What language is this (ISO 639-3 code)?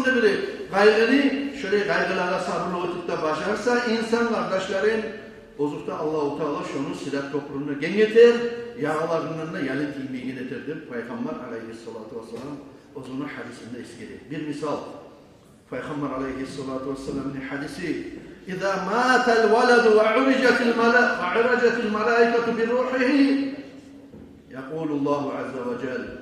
kum